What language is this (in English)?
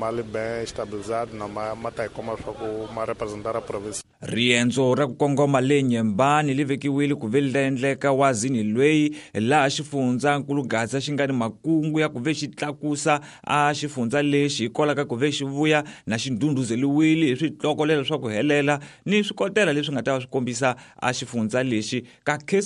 Tsonga